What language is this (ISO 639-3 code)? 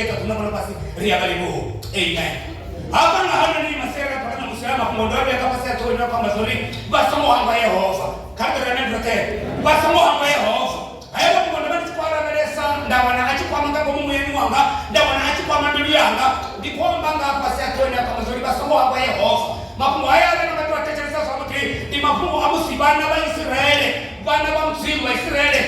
ven